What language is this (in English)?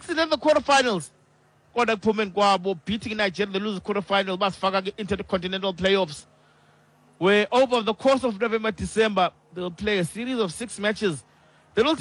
Xhosa